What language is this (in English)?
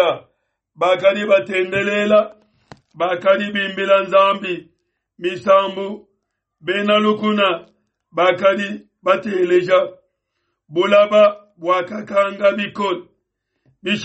Luba-Lulua